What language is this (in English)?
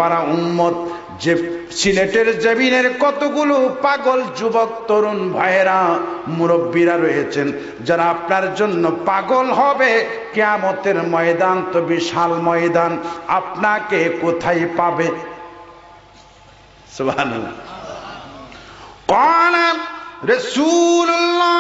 Bangla